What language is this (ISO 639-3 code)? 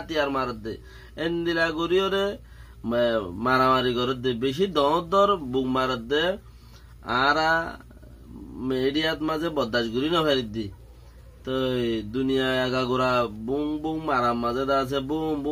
rhg